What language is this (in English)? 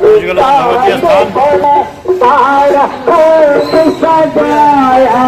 Maithili